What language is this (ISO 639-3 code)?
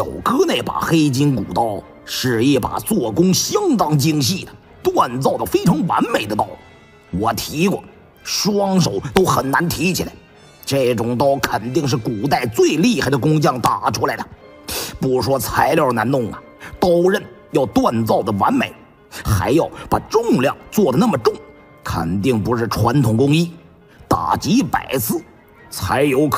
zho